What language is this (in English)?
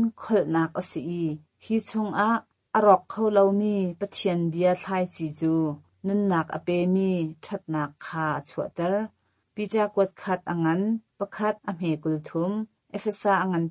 Hakha Chin